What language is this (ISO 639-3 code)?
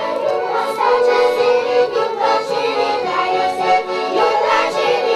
chv